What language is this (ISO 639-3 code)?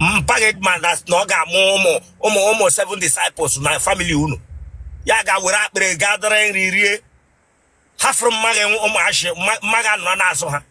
ibo